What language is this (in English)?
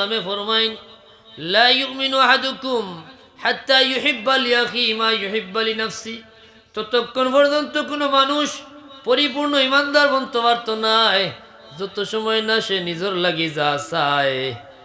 Sylheti